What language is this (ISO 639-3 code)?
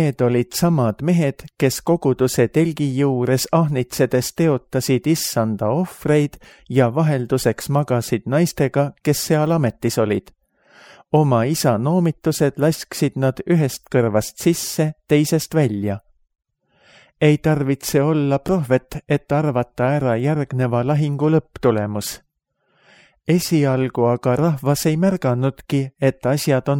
est